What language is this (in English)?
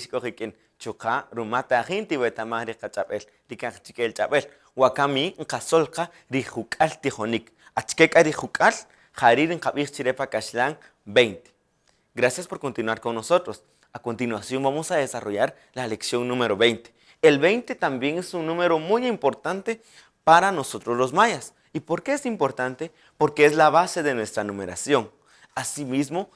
Kaqchikel